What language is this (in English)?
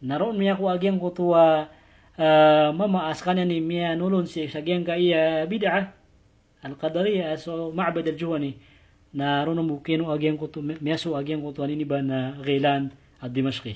Maranao